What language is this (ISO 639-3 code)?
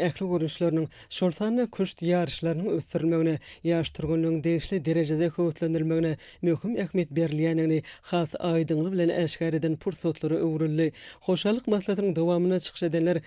tuk